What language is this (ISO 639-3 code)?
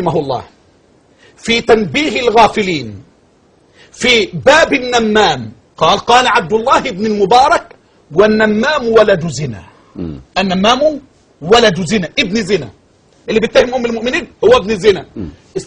arz